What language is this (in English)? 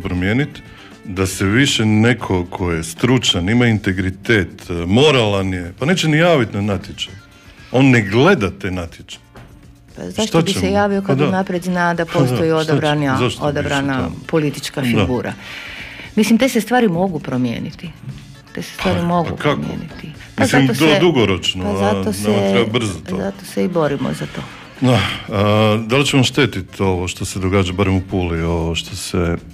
Croatian